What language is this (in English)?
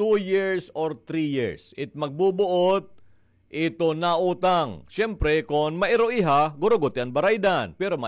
Waray